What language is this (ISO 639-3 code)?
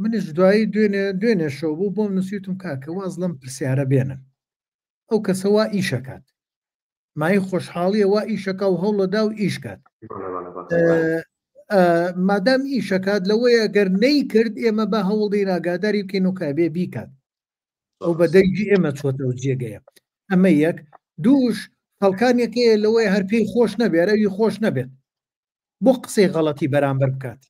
ckb